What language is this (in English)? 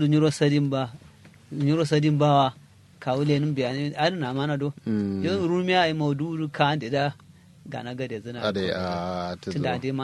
Kanuri